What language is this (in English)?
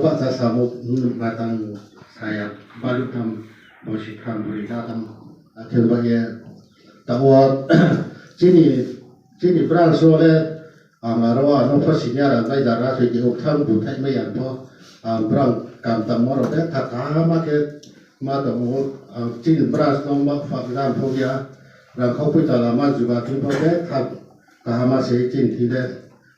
Riang (India)